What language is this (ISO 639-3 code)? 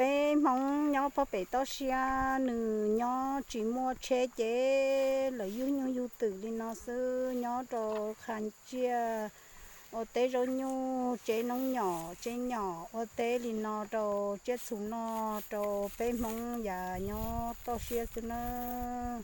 hmn